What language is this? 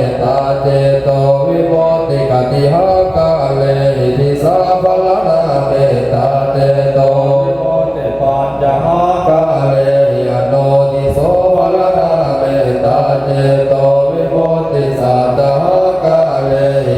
Pali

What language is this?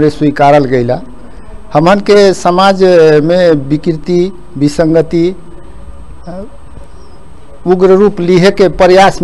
Bhojpuri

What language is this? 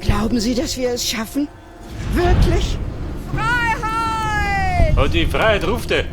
Bavarian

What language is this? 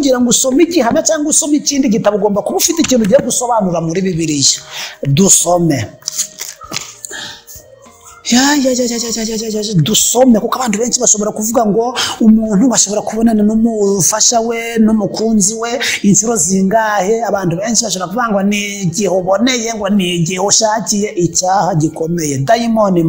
Kinyarwanda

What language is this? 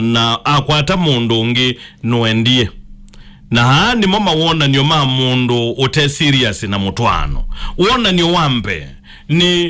Kamba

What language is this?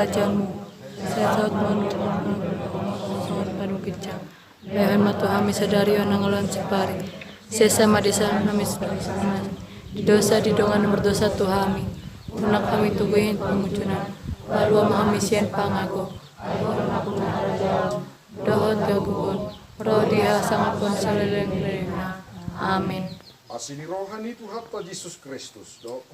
Batak Toba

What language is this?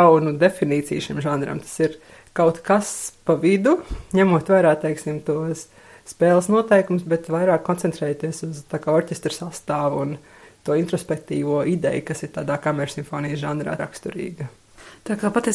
Latvian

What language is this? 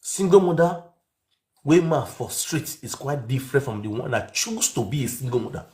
Nigerian Pidgin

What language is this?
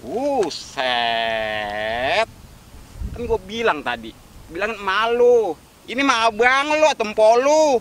Betawi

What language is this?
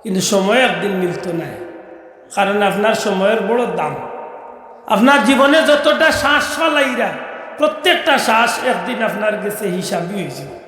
Sylheti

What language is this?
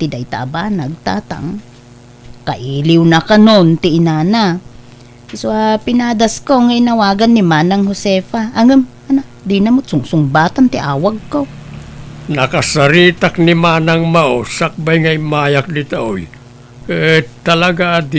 Iloko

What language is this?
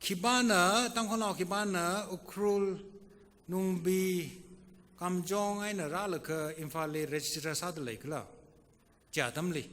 Tangkhul Naga (India)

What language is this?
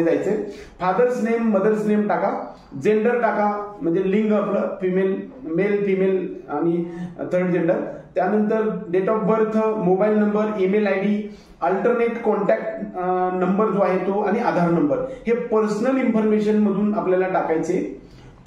Marathi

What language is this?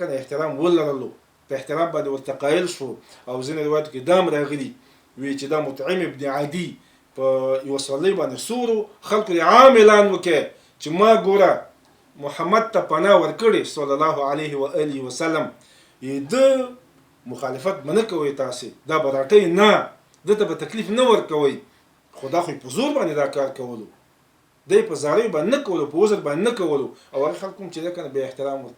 Pashto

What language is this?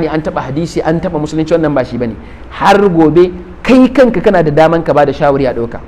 Hausa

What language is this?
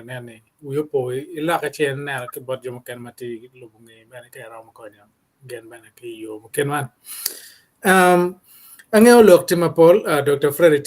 Acoli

